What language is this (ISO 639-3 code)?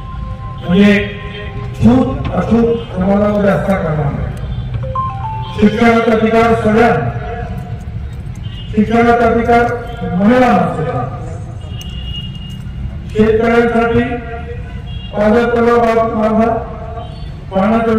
mar